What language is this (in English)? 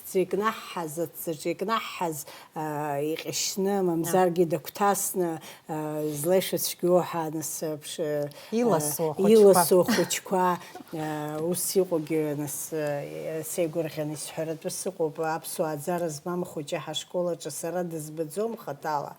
Abkhazian